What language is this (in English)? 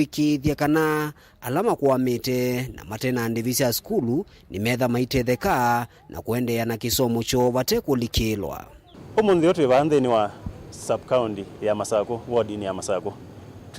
Kamba